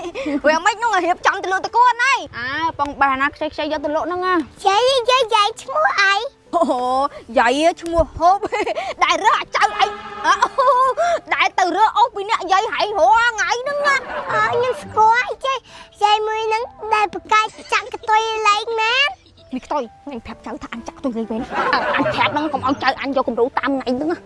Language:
Khmer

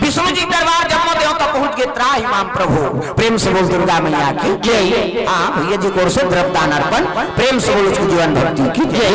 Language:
Chhattisgarhi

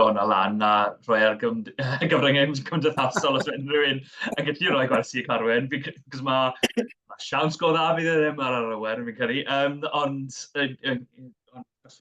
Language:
Welsh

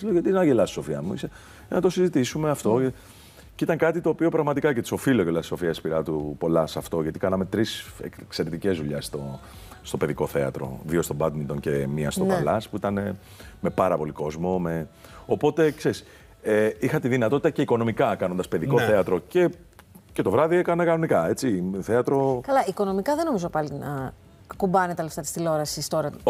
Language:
Greek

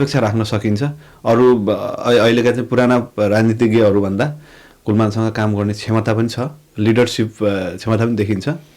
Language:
Nepali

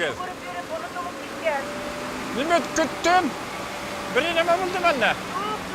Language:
Bashkir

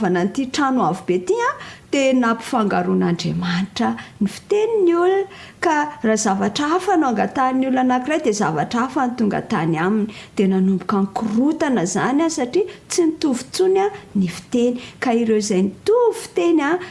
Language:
Malagasy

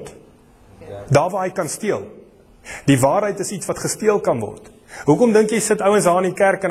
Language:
Afrikaans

